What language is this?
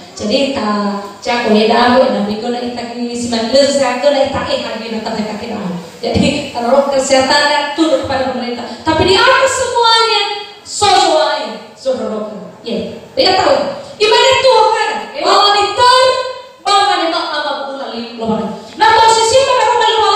Nias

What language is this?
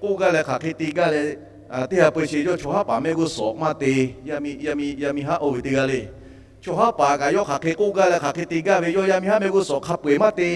Lahu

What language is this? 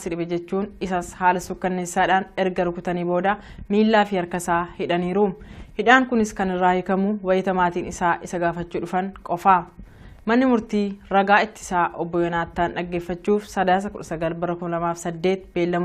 Oromo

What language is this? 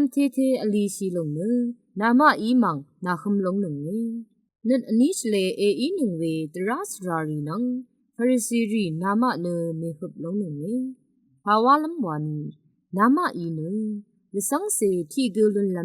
Rawang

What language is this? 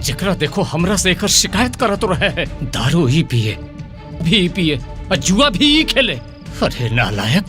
Magahi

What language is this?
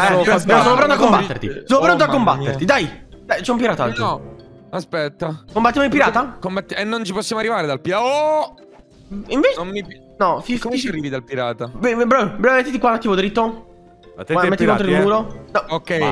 Italian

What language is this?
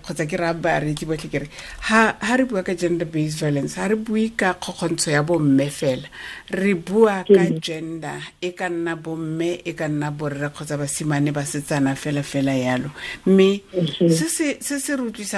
Tswana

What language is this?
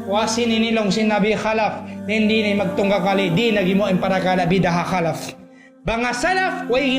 Tausug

